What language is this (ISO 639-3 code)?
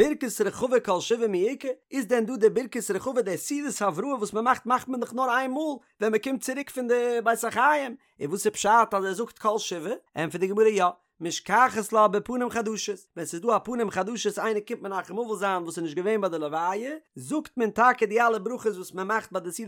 yid